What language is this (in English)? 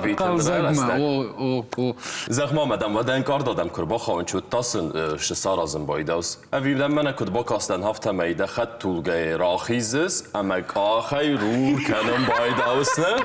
Ossetic